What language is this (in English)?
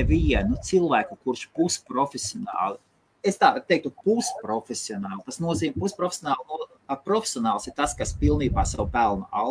Latvian